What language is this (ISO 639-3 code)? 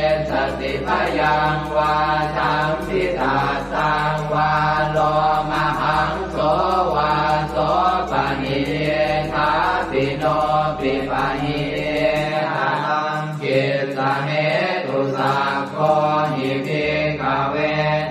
pli